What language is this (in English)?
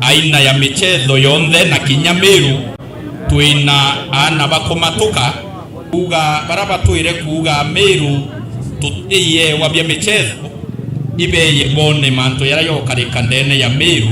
Meru